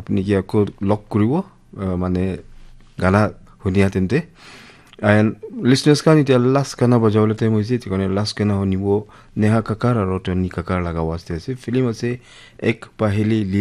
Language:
Naga Pidgin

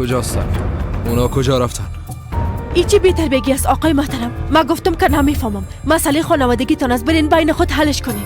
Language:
Persian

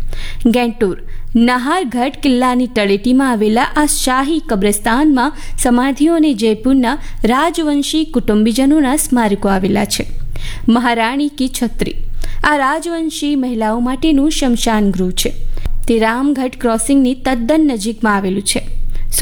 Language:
Gujarati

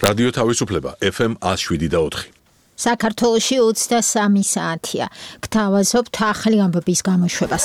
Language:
Georgian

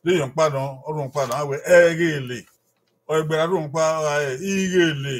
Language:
Bini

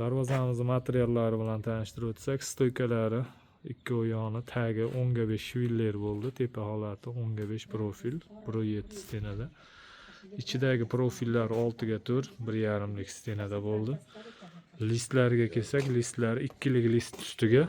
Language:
Uzbek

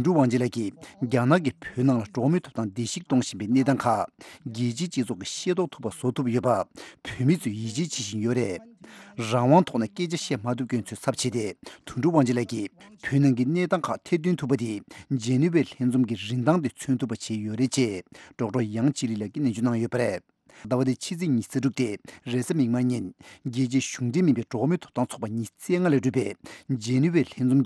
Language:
Tibetan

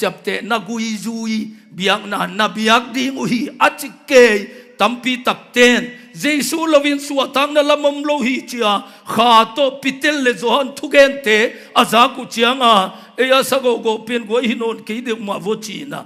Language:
Tedim Chin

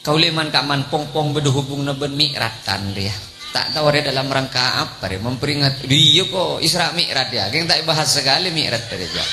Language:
Madurese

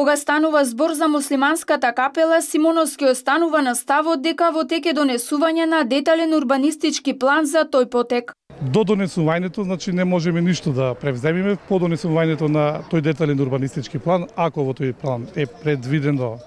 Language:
Macedonian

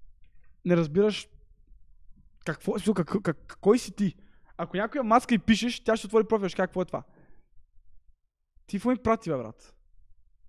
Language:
Bulgarian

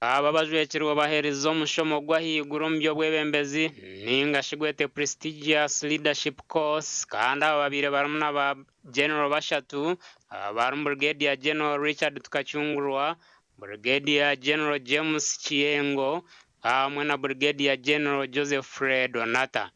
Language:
Nyankole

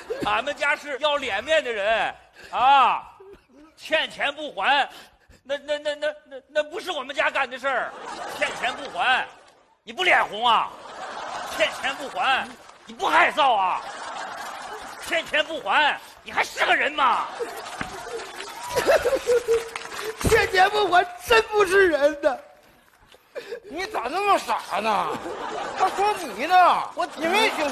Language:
Chinese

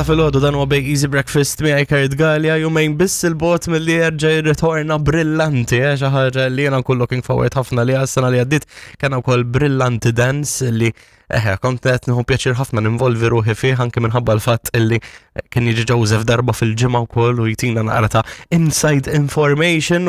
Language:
Maltese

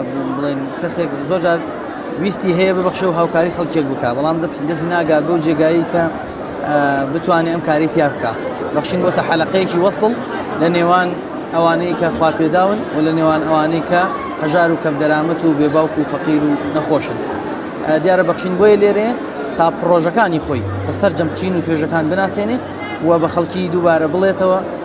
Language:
Central Kurdish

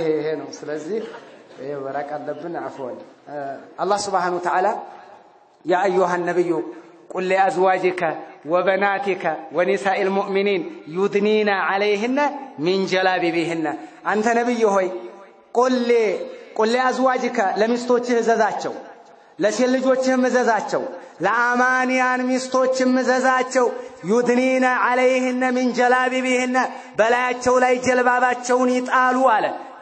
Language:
Amharic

